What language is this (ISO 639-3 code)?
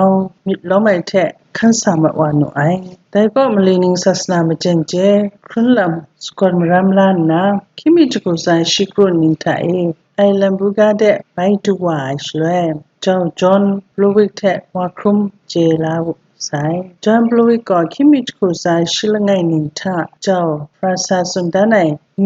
kac